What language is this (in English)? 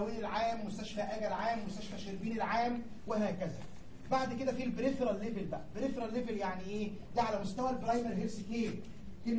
Egyptian Arabic